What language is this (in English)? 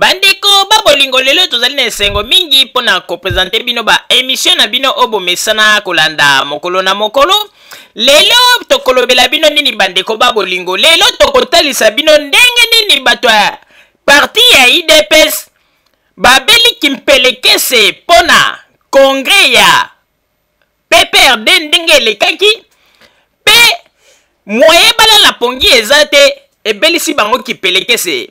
Lingala